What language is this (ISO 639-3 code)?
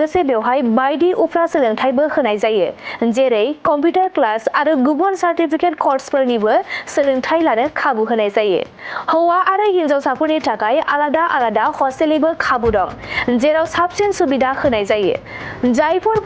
brx